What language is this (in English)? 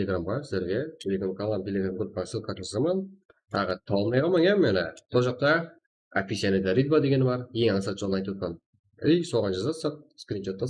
Kara-Kalpak